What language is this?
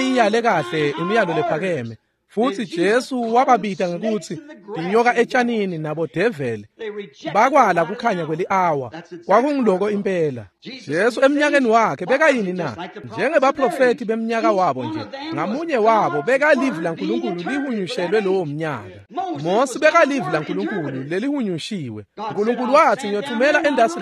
Swati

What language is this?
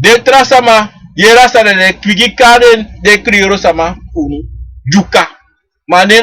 Sranan Tongo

